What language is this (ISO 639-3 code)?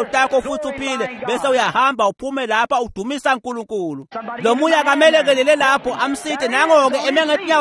ssw